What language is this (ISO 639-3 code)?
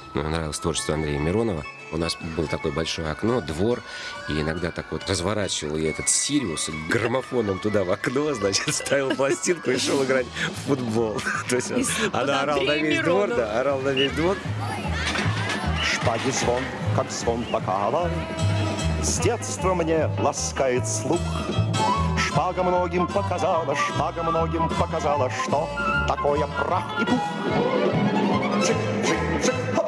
rus